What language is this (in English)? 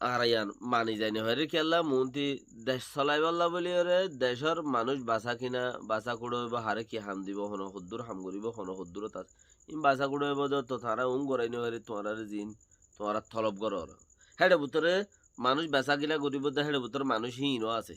Rohingya